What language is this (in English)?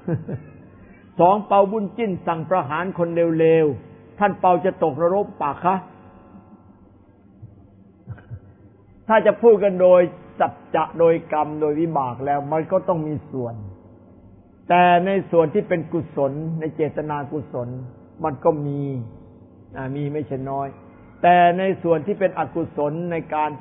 Thai